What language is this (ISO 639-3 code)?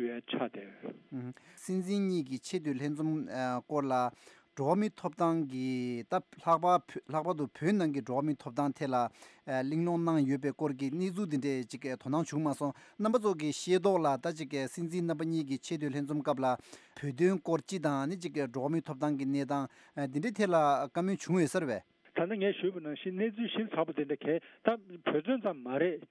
bod